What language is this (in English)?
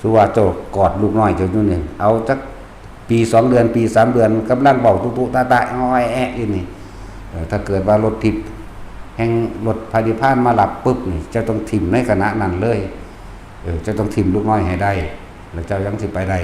Northeastern Thai